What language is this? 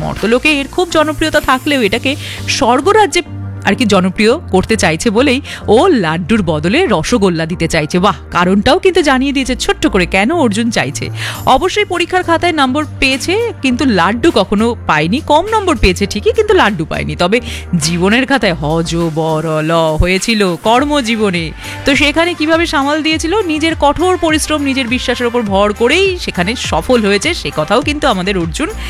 Bangla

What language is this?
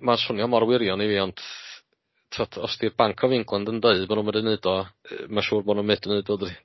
Welsh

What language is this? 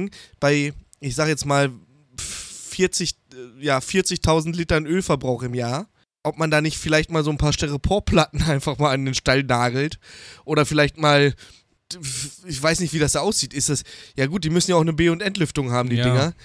German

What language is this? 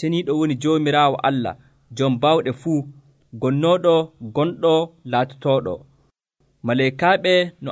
Nigerian Fulfulde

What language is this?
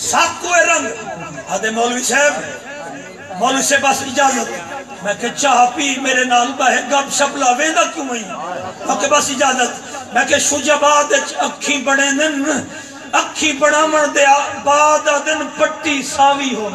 Saraiki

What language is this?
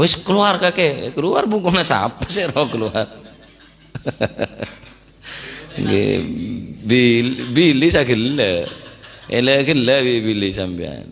Madurese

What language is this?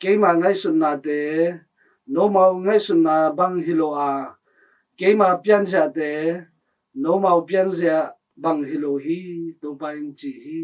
Tedim Chin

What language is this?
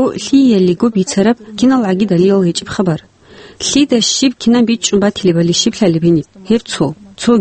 Avaric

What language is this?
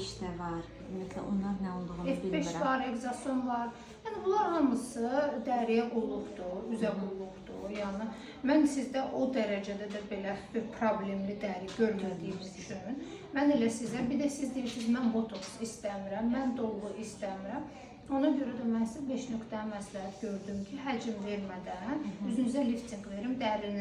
Azerbaijani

